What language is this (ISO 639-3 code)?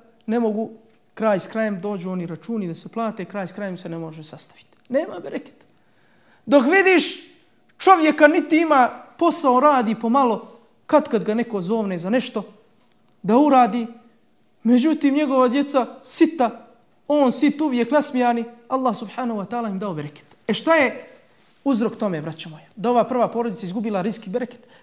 bos